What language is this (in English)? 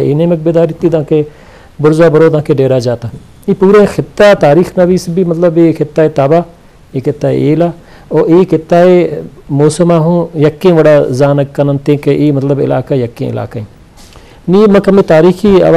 Eastern Balochi